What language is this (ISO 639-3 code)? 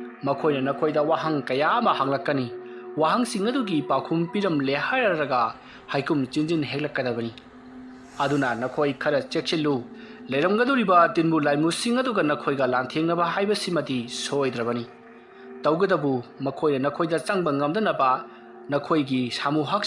mni